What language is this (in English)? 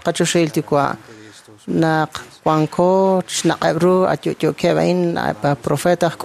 Kekchí